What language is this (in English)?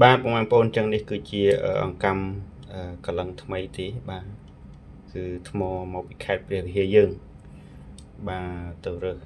Khmer